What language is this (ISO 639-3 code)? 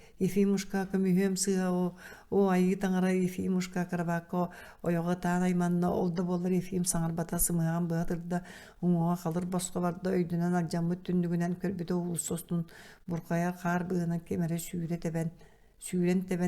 sah